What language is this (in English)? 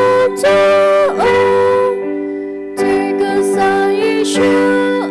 S'gaw Karen